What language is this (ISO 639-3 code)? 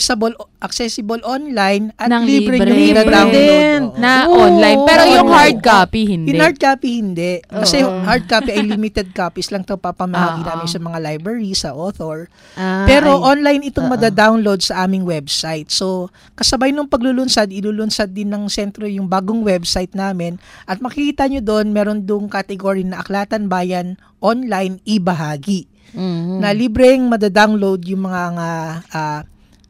fil